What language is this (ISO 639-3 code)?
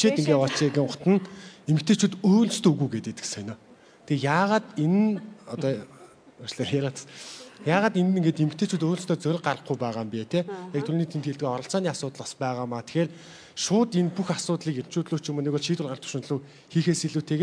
mon